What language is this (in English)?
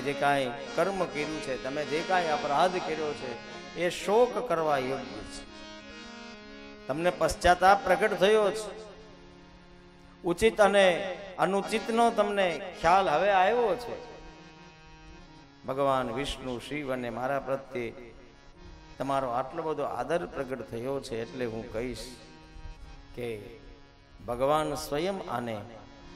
Gujarati